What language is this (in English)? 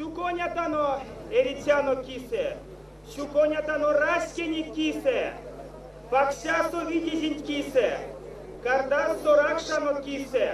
Erzya